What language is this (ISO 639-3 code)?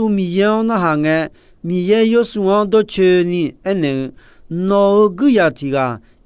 ahk